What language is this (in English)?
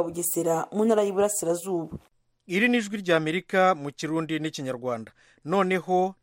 Kinyarwanda